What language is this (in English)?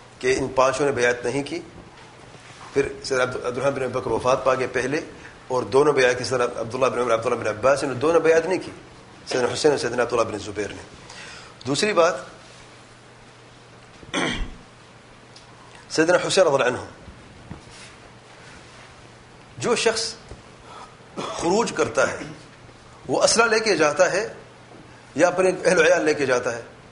Urdu